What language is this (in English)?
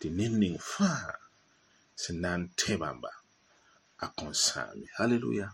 Mossi